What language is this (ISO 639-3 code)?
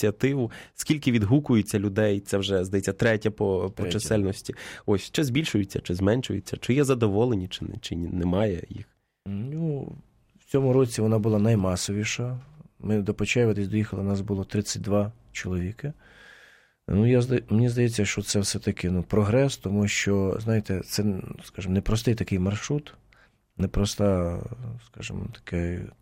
ukr